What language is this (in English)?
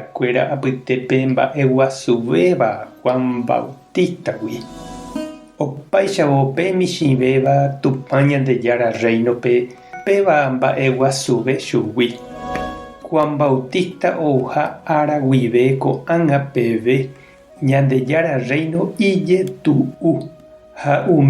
Guarani